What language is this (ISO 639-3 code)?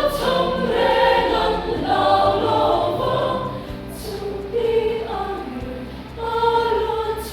lus